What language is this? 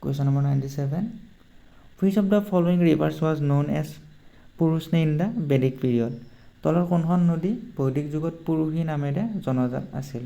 Assamese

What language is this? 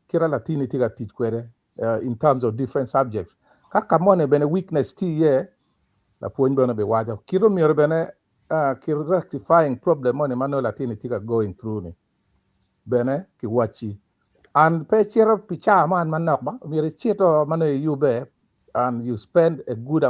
Acoli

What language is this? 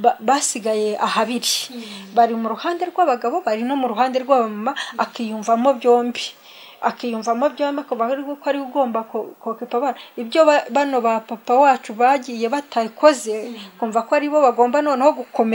Kinyarwanda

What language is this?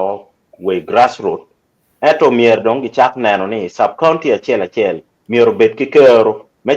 Acoli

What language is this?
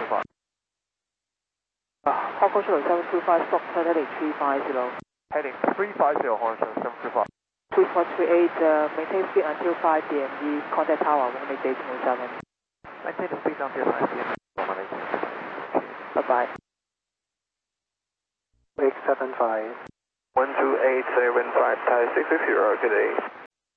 English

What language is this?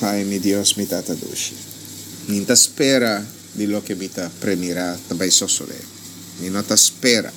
Papiamento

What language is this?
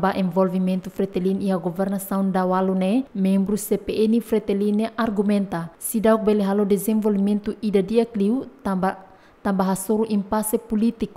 Tetum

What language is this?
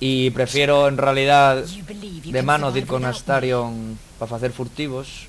Asturian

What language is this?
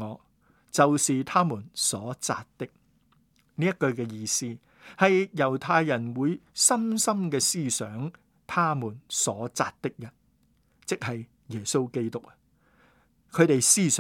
Cantonese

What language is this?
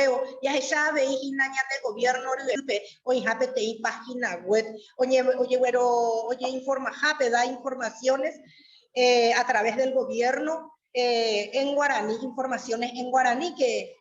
Guarani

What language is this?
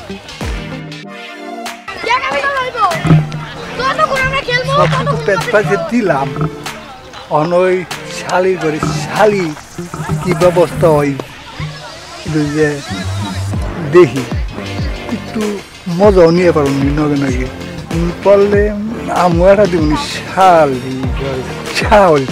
Bangla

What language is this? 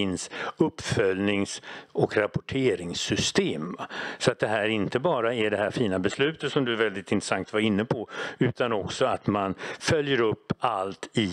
Swedish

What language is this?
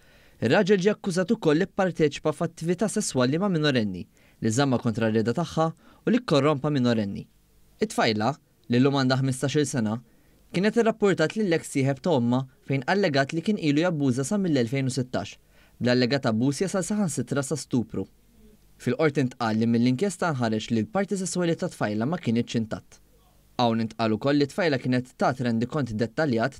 Maltese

